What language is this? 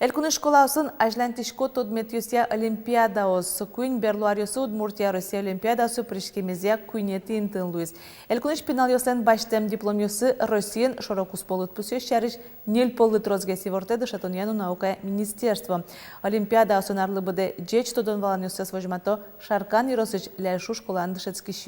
Udmurt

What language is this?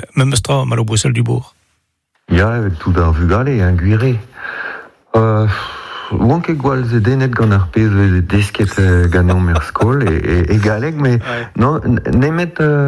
Breton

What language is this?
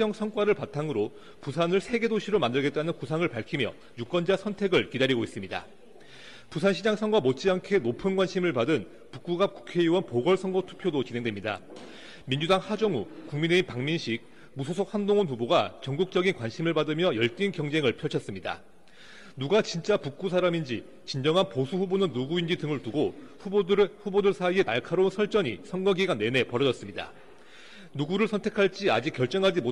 Korean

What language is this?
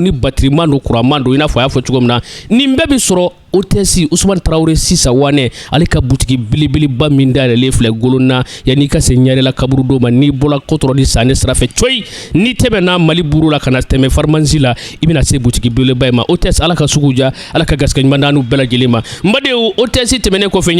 Bambara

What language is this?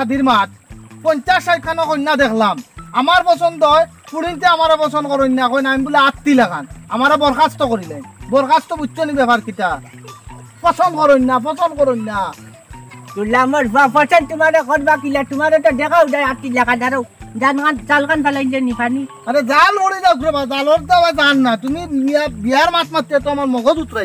Sylheti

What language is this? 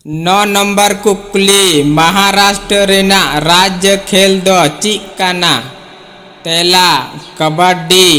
Santali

